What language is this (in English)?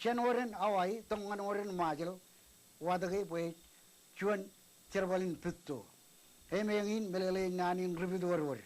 Marshallese